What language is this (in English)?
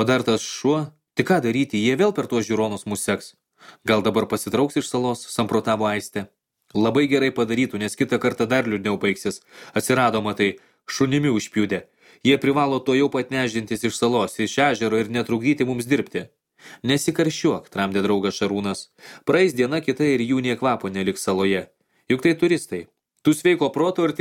Lithuanian